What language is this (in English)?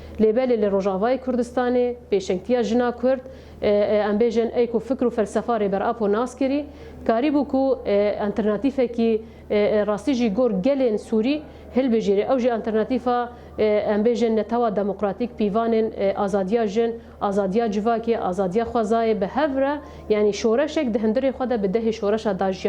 Kurdish